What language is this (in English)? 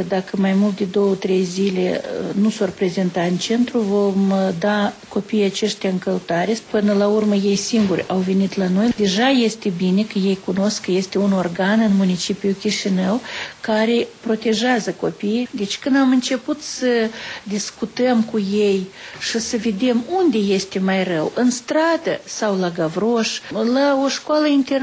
Romanian